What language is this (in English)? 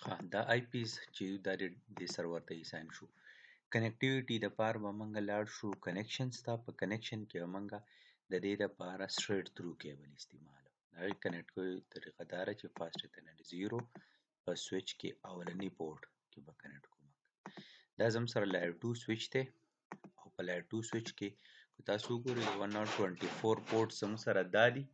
Pashto